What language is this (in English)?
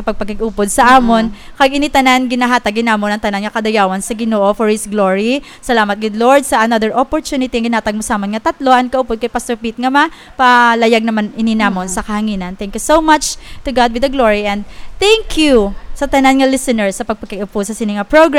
Hiligaynon